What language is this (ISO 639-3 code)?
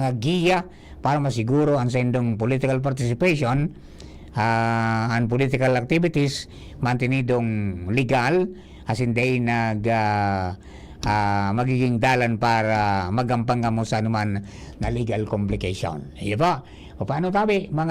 bik